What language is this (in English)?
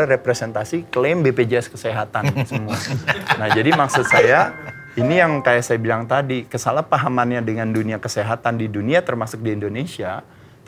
Indonesian